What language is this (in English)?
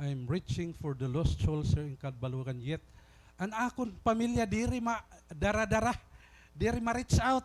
Waray